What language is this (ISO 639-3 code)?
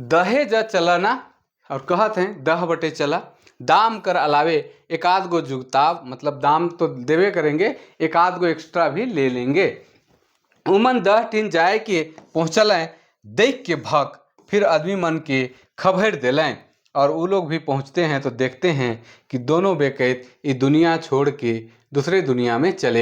sck